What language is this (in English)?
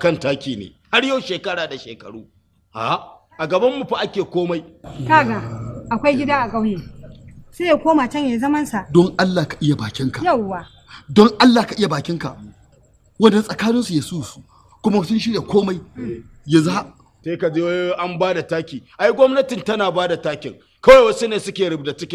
Hausa